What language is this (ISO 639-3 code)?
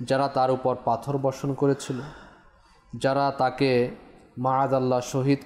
ben